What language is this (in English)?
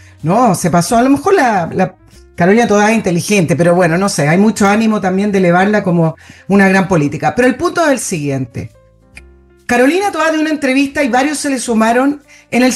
Spanish